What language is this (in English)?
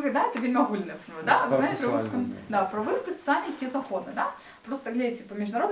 Belarusian